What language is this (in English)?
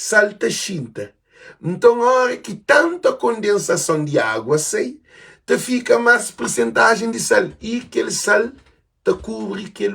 Kabuverdianu